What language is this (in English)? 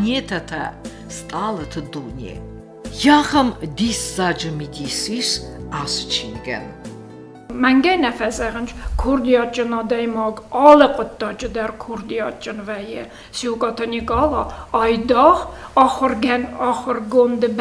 Ossetic